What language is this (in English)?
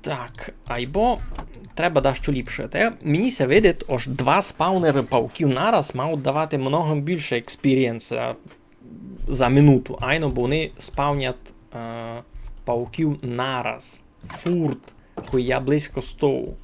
Rusyn